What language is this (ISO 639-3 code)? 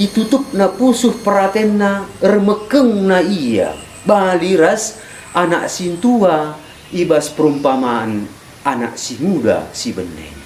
btx